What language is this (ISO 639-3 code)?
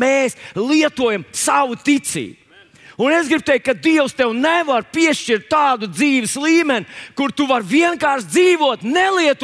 lav